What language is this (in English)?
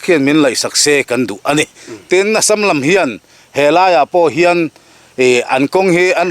Mizo